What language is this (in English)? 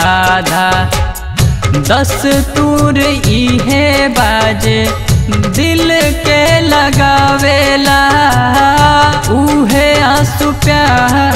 Bhojpuri